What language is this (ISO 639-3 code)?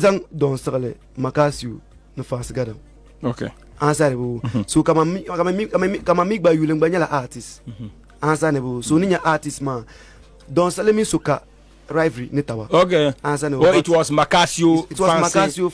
dag